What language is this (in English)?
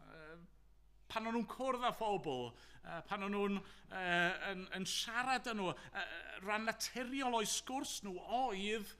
Welsh